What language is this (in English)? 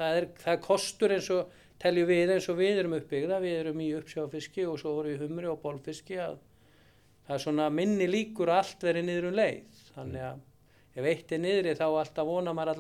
Icelandic